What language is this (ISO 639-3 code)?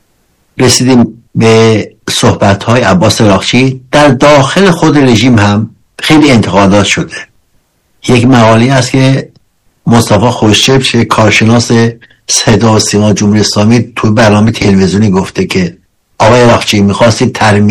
fas